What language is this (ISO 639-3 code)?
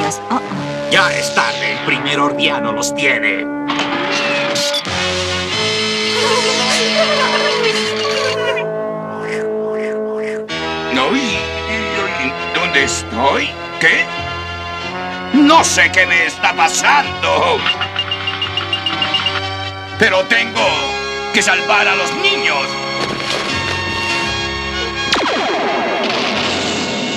spa